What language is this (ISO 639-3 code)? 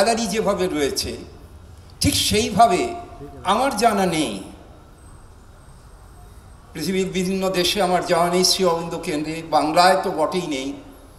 ben